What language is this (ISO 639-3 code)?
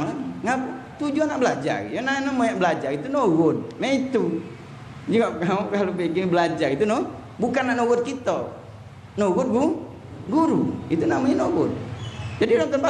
mui